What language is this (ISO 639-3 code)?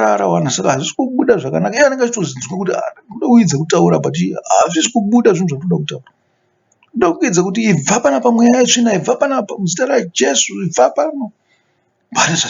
sna